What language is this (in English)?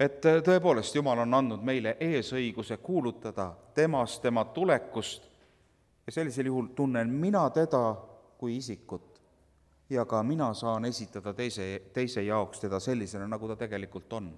Estonian